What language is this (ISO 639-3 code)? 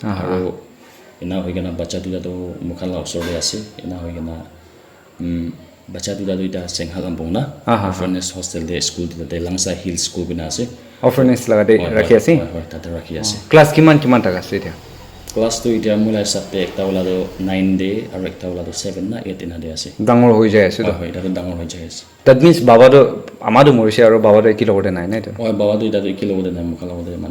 nag